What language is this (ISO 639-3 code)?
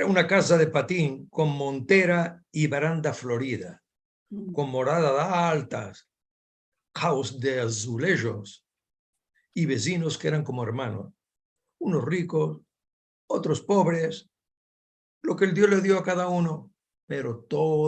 lad